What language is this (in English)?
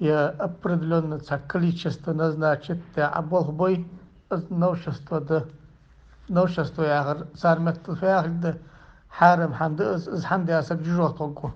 Ingush